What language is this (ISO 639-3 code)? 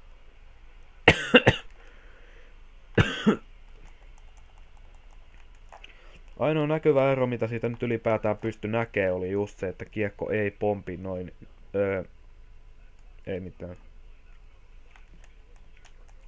fin